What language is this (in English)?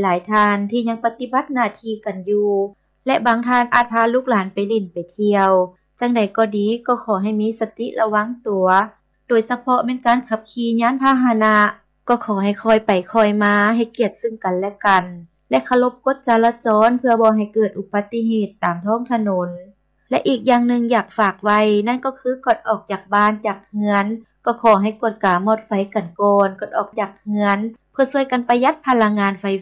Lao